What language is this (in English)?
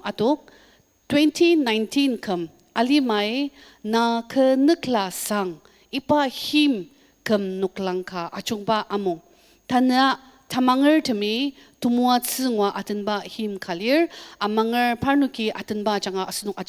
Ao Naga